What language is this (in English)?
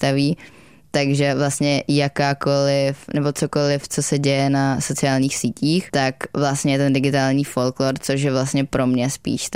Czech